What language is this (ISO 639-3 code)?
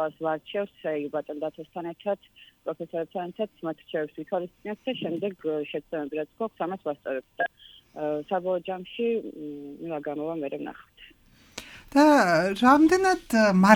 kat